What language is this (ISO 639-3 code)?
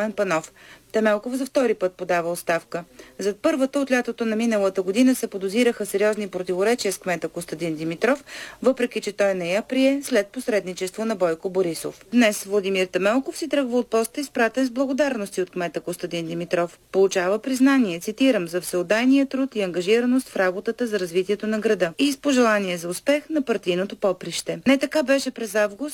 bul